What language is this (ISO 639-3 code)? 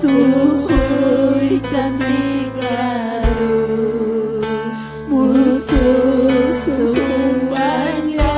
quy